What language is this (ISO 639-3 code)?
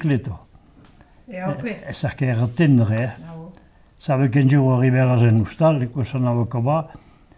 oci